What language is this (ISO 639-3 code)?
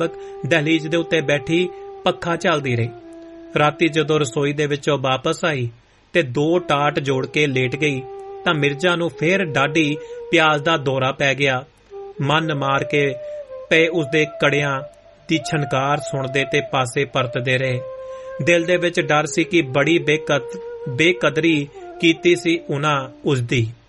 pan